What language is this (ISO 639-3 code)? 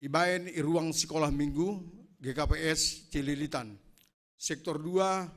bts